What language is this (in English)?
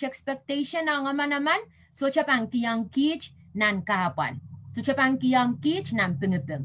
Pohnpeian